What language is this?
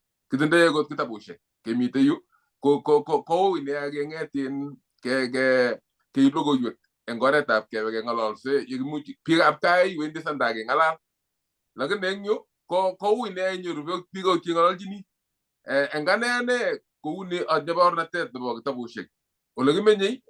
Kalenjin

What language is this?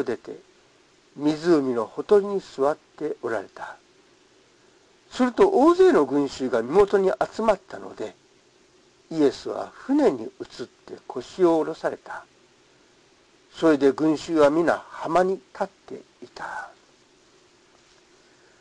Japanese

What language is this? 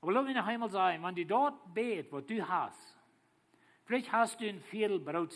Plautdietsch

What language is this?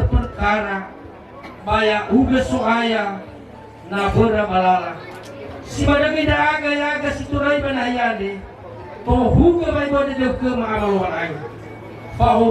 Nias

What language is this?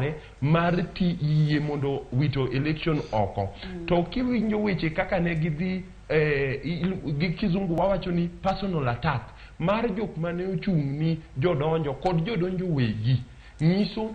Luo (Kenya and Tanzania)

